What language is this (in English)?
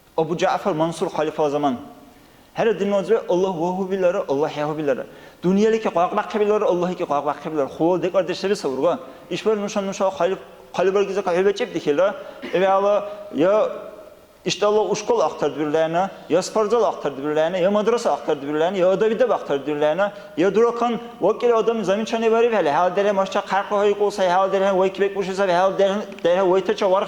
Dargwa